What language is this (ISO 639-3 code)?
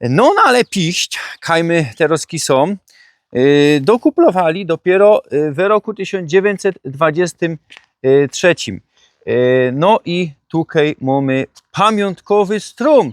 szl